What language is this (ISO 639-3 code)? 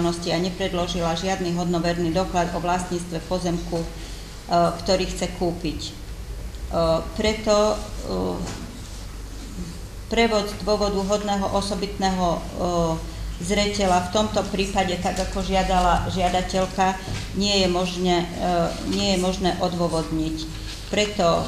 slk